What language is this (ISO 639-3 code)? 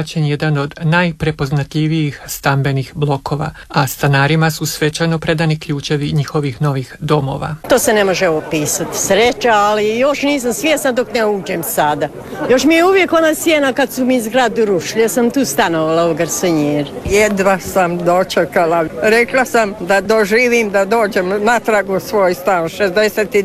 hrv